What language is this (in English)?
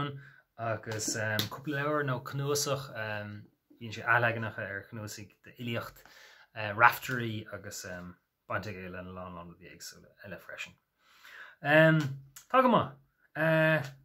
Irish